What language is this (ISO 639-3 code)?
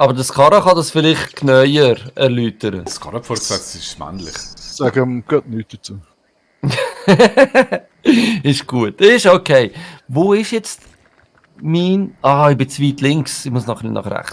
gsw